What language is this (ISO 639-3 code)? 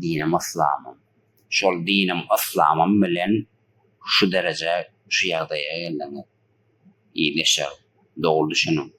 tuk